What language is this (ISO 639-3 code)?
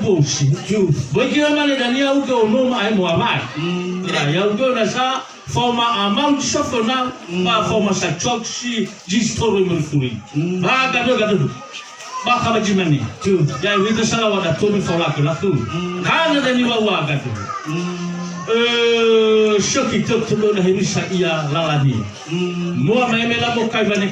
nia